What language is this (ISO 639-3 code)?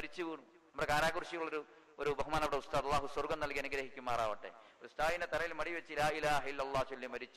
mal